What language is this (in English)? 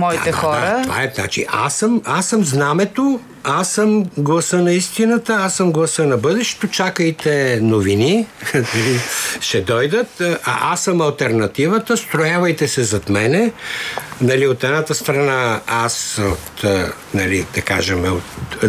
Bulgarian